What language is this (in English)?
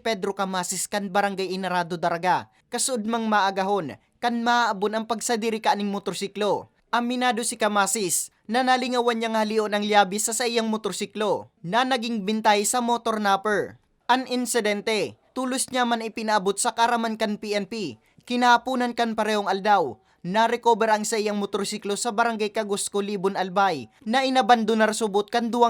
Bikol